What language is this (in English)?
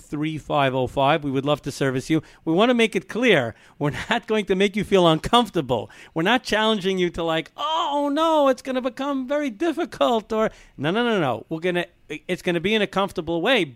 English